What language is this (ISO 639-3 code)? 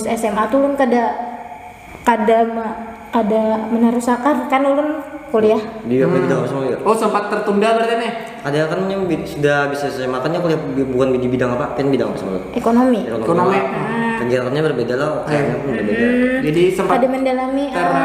bjn